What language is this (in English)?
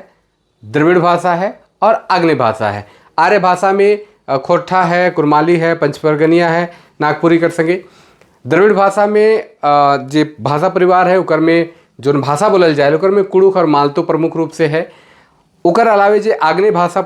Sadri